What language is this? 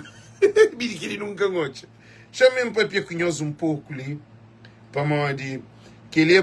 Kabuverdianu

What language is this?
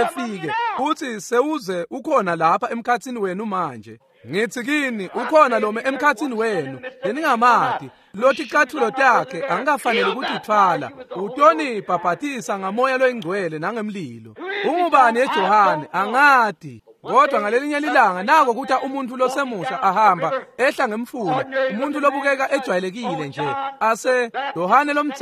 Swati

